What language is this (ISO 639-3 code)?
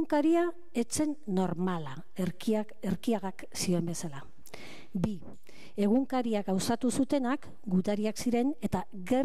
eus